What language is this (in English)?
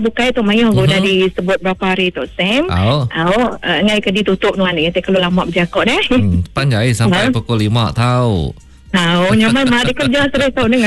Iban